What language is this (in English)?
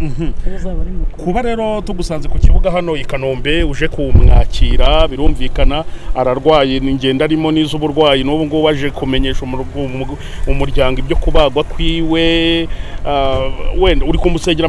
Kinyarwanda